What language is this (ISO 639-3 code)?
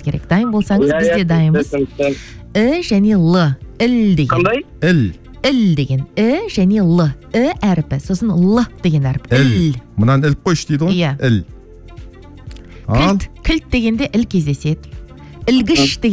kaz